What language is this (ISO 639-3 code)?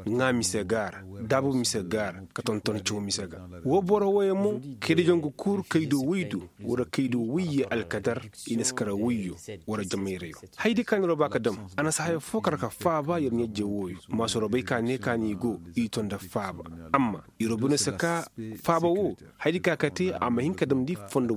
ses